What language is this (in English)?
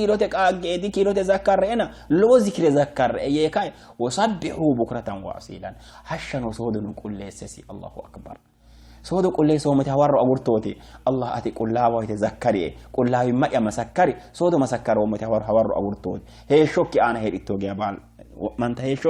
Sidamo